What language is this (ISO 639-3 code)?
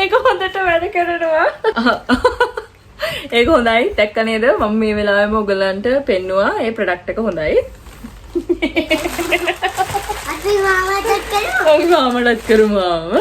sin